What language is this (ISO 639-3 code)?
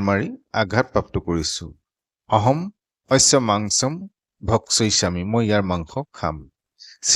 asm